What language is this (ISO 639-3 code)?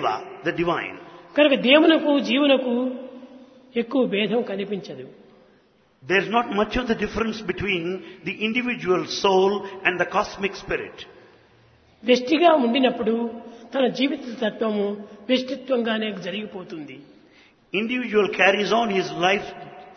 tel